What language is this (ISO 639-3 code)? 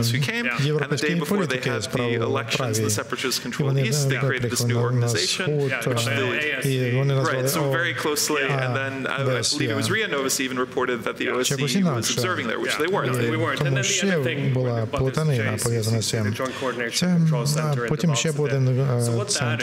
ukr